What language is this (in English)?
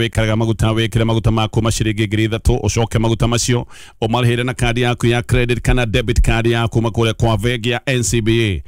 Kikuyu